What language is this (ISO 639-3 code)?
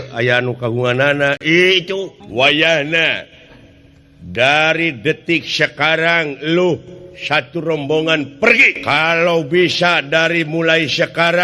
sun